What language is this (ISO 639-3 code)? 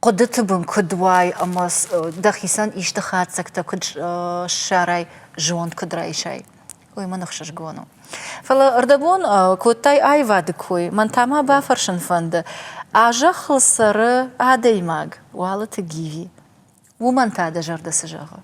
oss